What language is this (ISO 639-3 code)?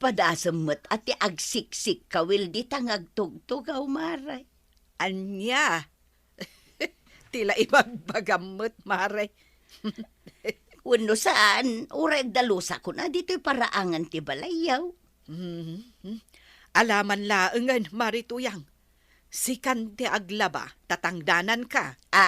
ilo